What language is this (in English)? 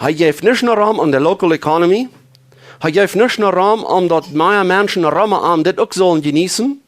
Plautdietsch